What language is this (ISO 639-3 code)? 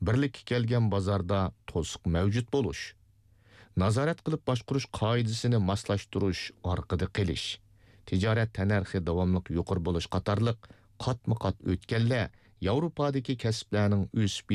uig